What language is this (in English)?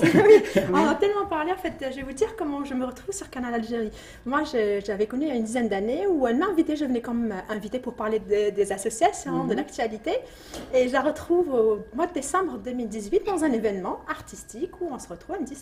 French